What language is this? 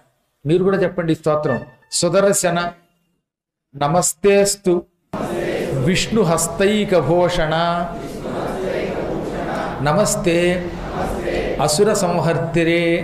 Telugu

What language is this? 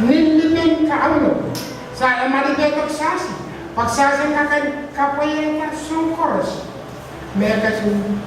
Pohnpeian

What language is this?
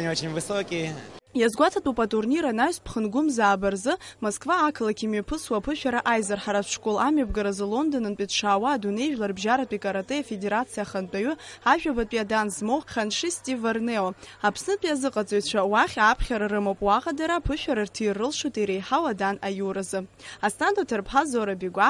Abkhazian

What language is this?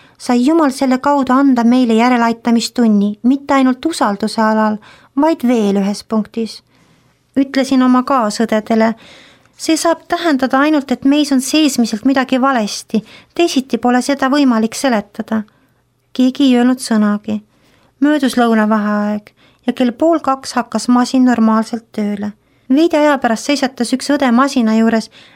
Estonian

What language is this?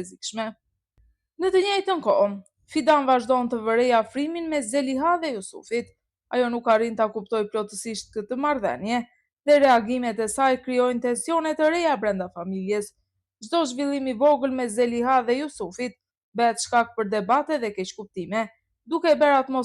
Albanian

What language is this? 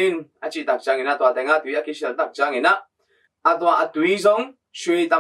Tedim Chin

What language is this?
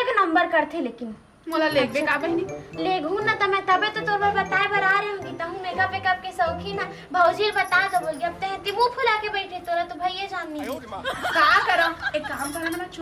Chhattisgarhi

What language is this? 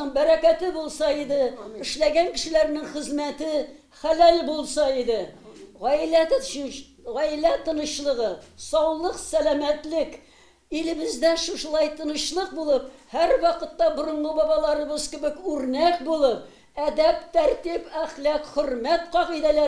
Tatar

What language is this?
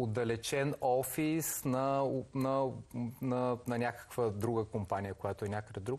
Bulgarian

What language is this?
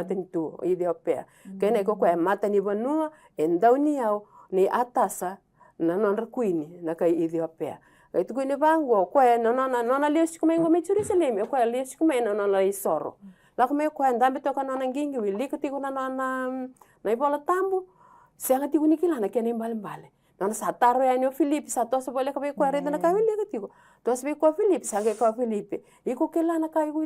Fijian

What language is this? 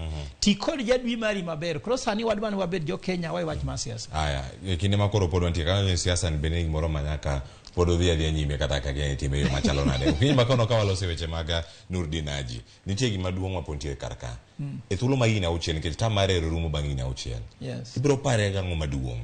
Luo (Kenya and Tanzania)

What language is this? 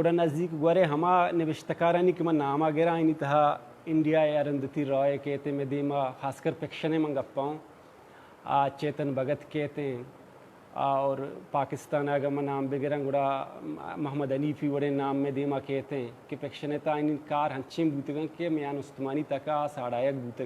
Baluchi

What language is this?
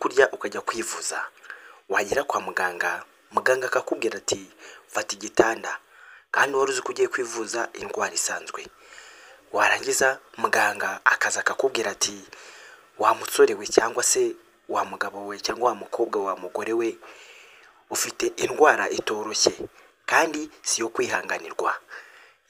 Kinyarwanda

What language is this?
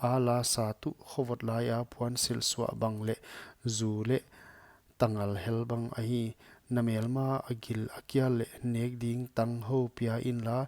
Paite Chin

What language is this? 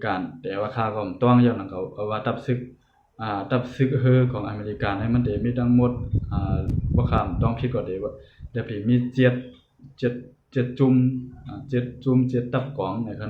Shan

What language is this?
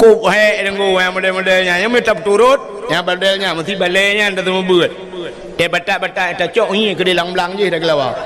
Achinese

